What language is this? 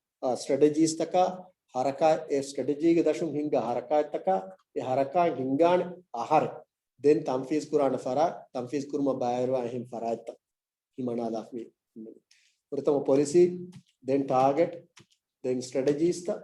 Divehi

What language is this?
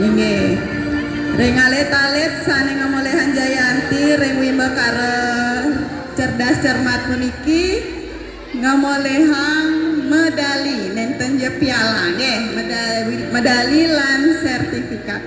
Balinese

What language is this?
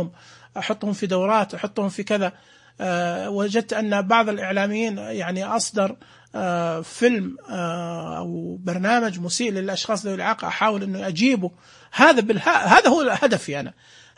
Najdi Arabic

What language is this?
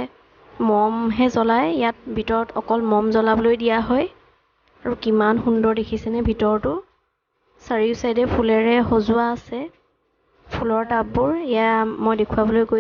Assamese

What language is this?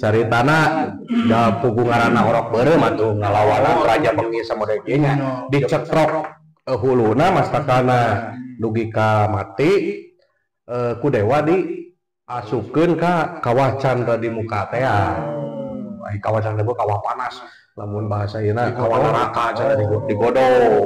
Sundanese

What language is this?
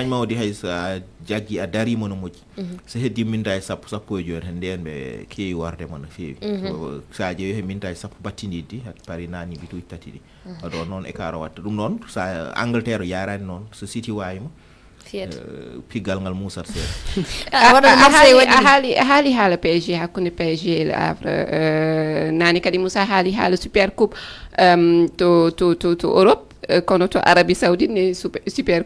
Fula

